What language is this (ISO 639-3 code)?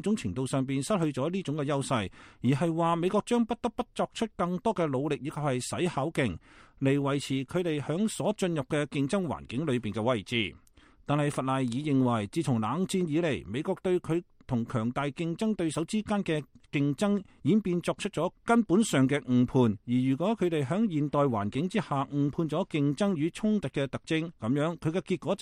yue